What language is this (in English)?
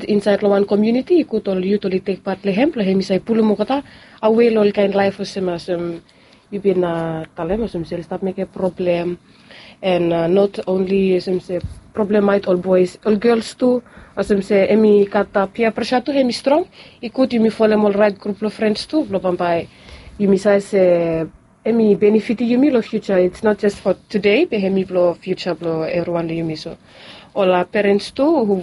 Bislama